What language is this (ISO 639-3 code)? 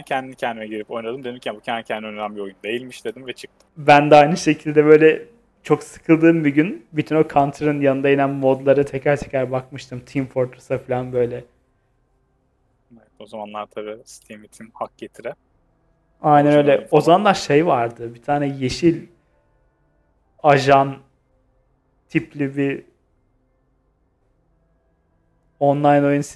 tur